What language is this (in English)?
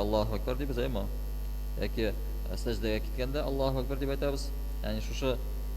Tatar